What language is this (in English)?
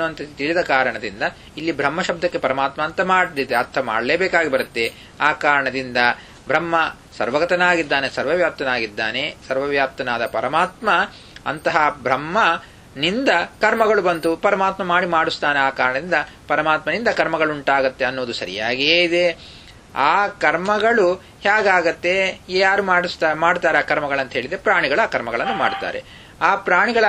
Kannada